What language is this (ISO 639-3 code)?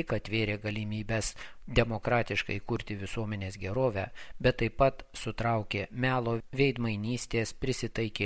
lit